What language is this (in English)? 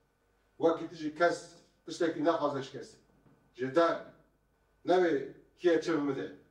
Kurdish